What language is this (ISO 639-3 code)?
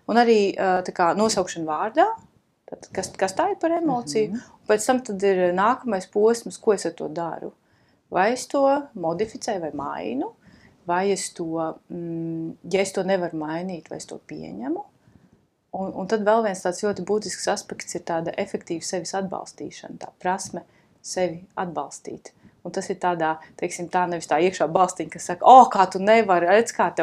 lav